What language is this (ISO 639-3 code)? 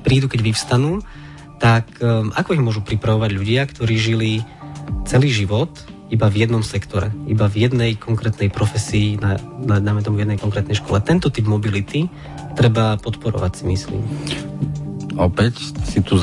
slk